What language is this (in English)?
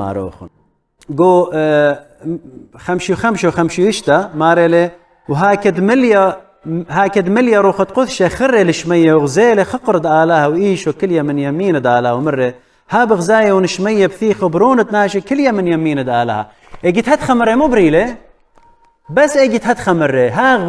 Assyrian Neo-Aramaic